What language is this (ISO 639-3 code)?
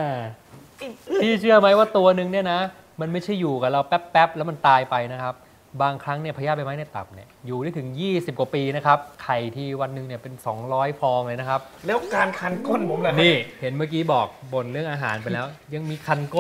tha